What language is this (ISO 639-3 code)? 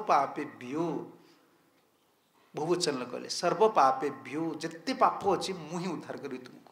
ori